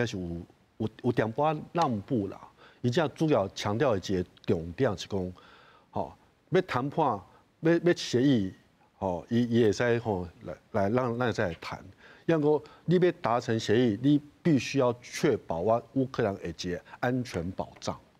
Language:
Min Nan Chinese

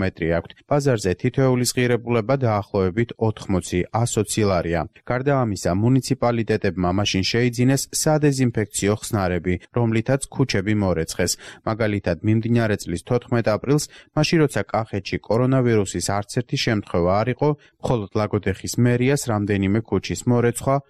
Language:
Georgian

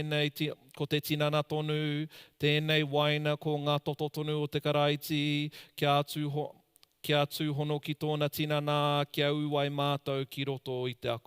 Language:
Māori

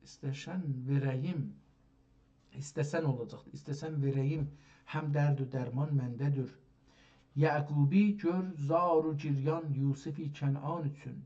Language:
South Azerbaijani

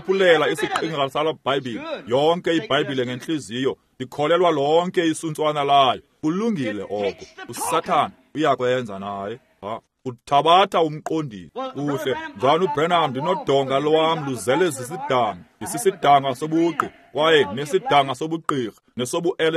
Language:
Xhosa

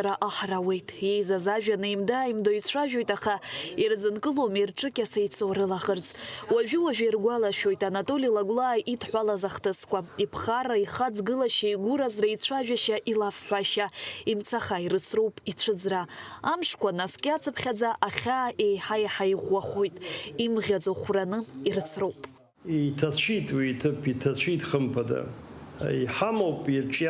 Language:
Abkhazian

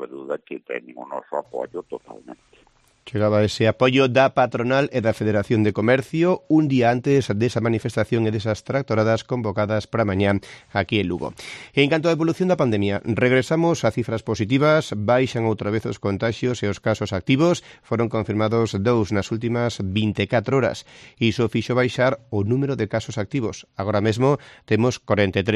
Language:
Galician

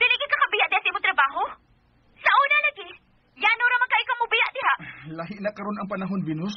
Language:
Cebuano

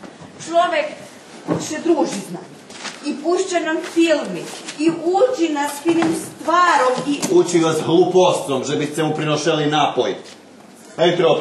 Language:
Rusyn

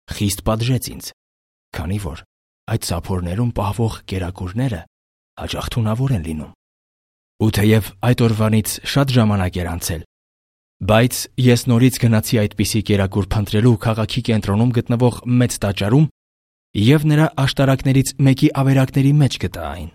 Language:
Armenian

